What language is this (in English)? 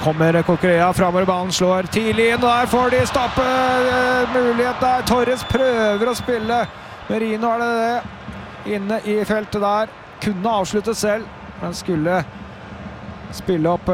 Norwegian